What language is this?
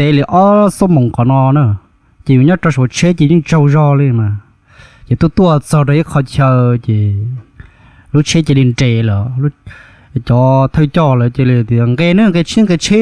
Hmong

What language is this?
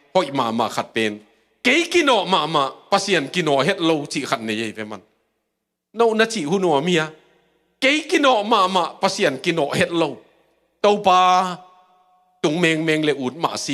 Tedim Chin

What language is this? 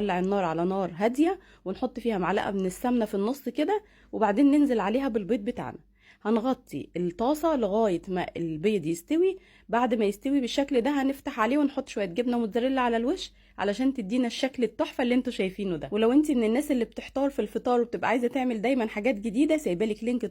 Egyptian Arabic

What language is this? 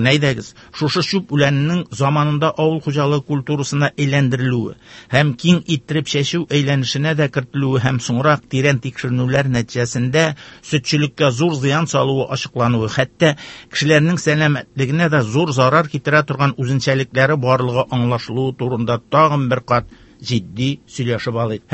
Tatar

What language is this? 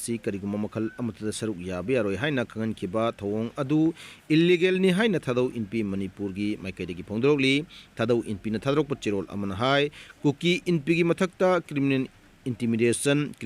Manipuri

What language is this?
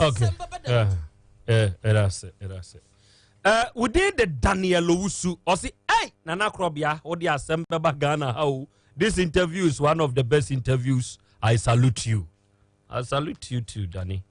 Akan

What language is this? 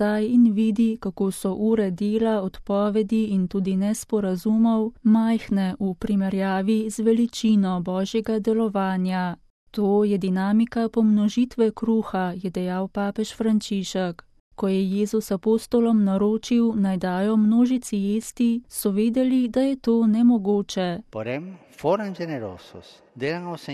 Slovenian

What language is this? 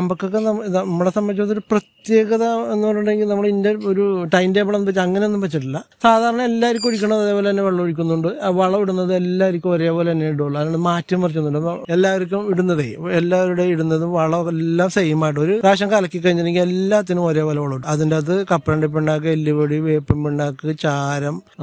Malayalam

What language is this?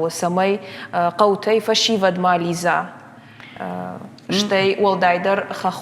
Ossetic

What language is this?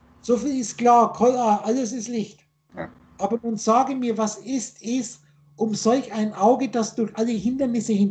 German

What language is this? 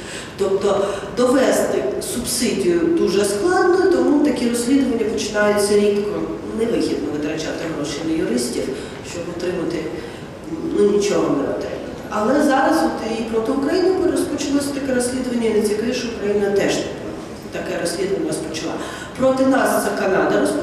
Ukrainian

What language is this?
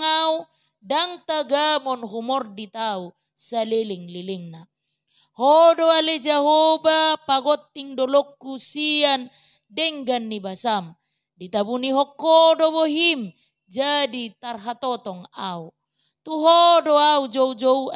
Batak Toba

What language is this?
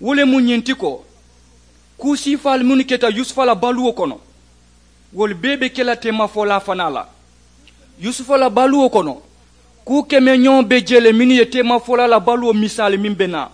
Mandingo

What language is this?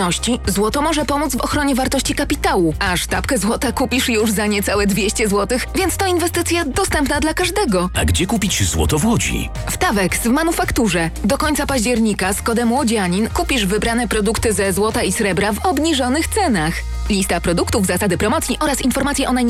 Polish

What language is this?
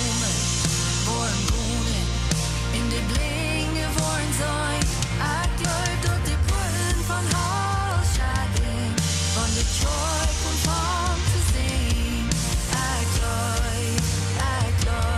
Plautdietsch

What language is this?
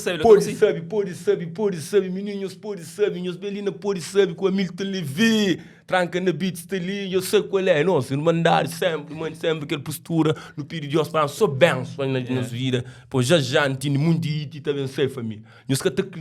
Kabuverdianu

